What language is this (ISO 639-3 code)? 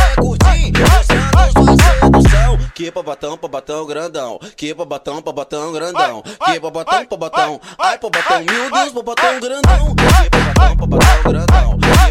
por